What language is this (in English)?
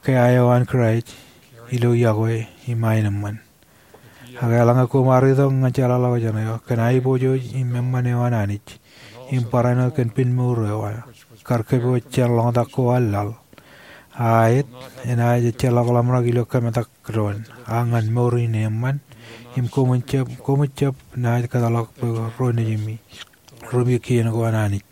Marshallese